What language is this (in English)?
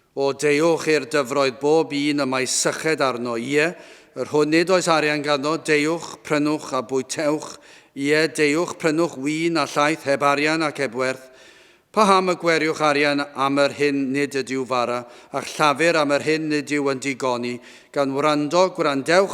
Welsh